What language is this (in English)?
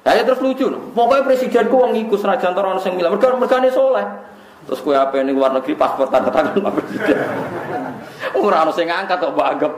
Javanese